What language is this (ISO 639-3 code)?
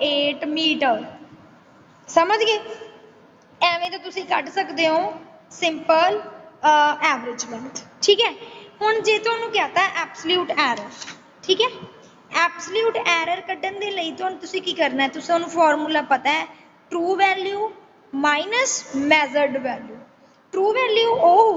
pan